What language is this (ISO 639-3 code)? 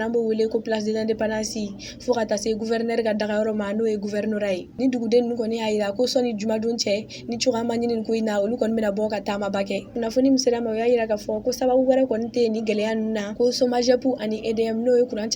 bam